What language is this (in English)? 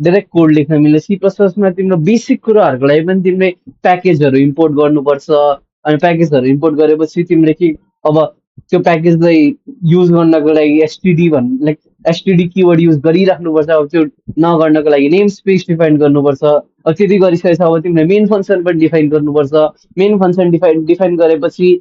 Nepali